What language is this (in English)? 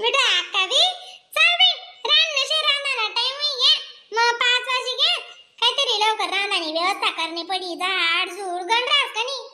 Khandesi